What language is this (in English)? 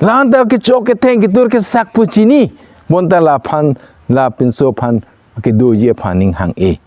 Karbi